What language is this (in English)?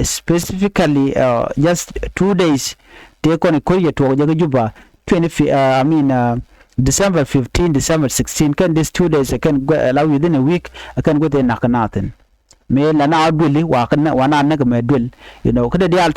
Nuer